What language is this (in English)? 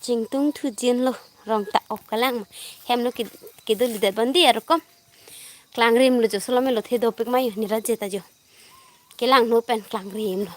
Karbi